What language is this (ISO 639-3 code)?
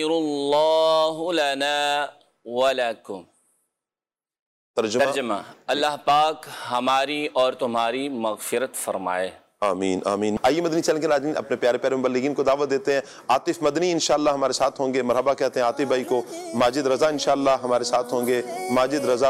urd